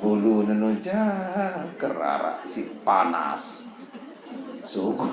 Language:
Sasak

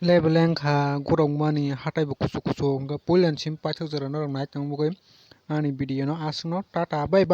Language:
Kok Borok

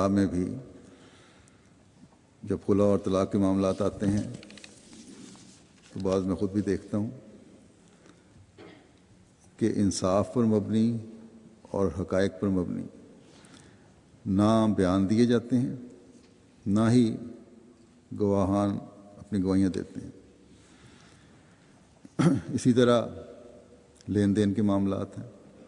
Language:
Urdu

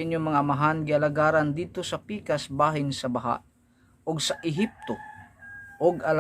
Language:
Cebuano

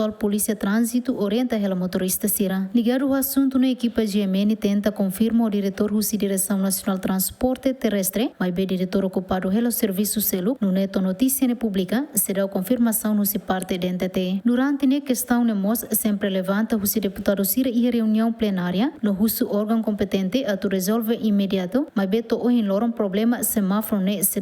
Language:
Tetum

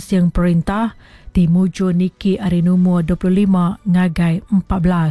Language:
Iban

